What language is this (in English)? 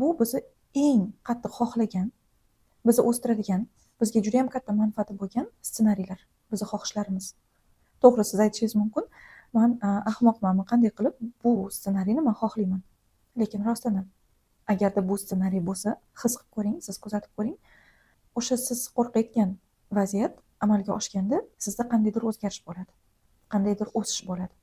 Uzbek